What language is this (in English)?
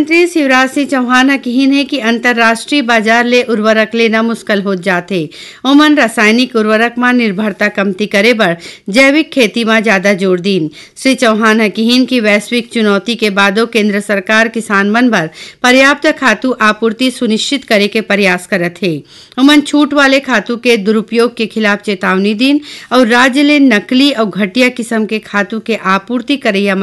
Chhattisgarhi